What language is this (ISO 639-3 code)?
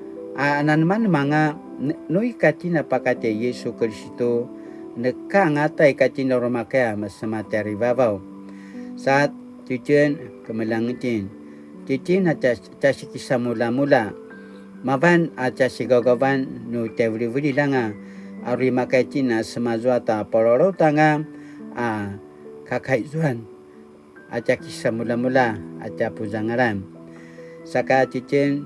pwn